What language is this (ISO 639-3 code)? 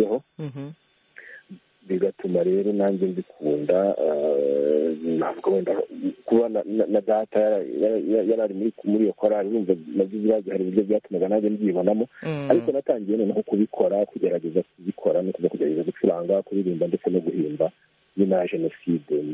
kin